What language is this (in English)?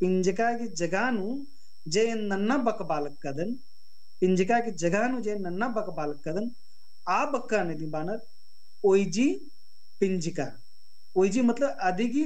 Kurukh